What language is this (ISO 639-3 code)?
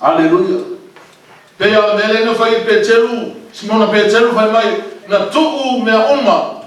smo